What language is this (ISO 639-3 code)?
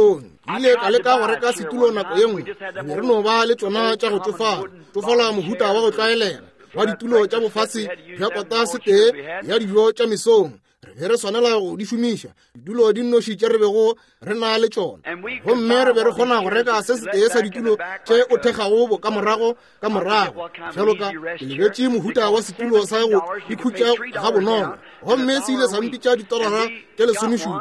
nso